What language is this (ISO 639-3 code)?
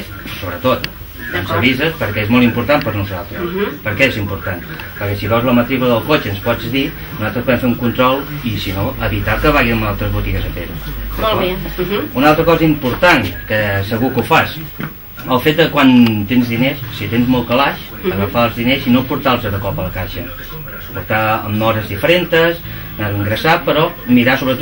cat